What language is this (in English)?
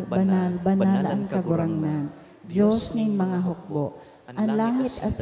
Bikol